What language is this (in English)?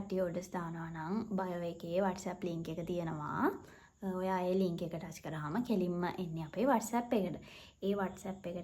Sinhala